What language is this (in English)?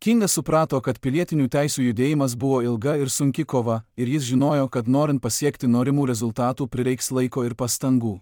Lithuanian